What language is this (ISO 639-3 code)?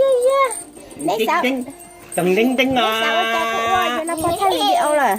hmn